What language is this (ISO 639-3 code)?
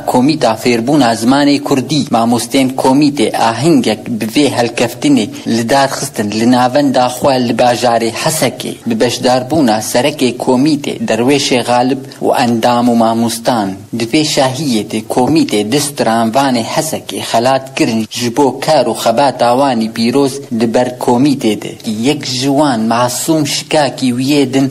kur